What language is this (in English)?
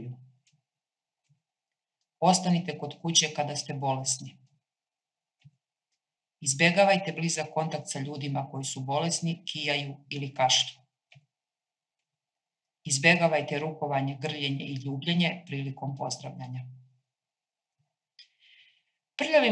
Serbian